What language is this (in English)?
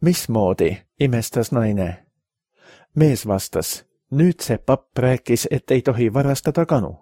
Estonian